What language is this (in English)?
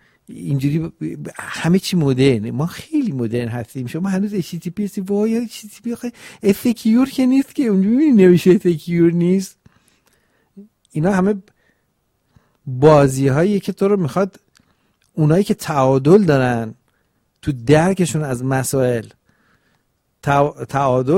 Persian